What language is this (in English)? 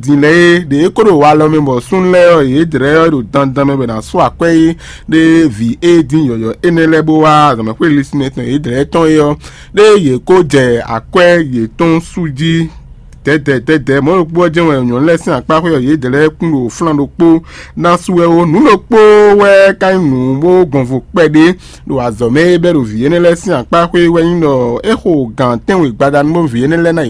Fon